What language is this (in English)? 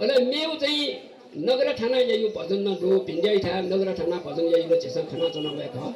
Newari